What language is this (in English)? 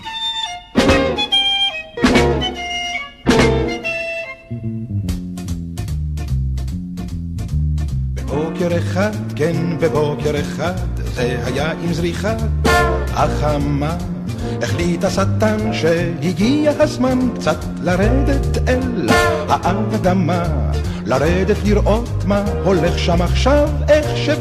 Hebrew